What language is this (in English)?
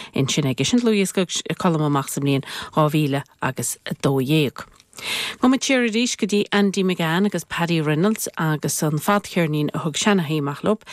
Irish